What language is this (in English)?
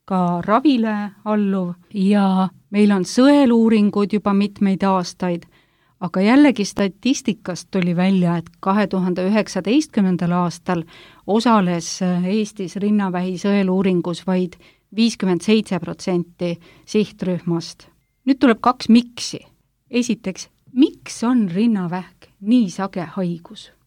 Estonian